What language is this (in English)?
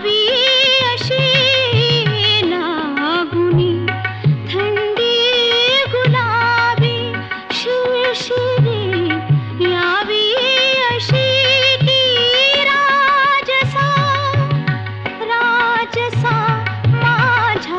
Marathi